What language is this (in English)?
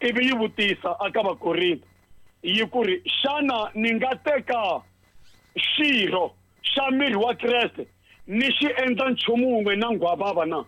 Tsonga